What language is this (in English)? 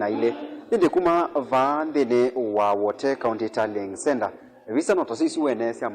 Kamba